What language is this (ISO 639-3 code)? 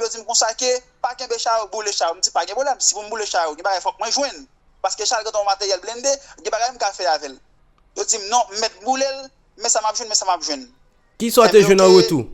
hat